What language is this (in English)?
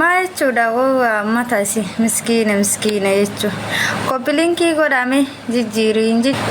Oromo